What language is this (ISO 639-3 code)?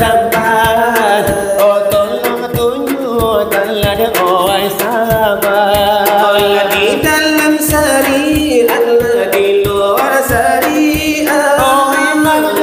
min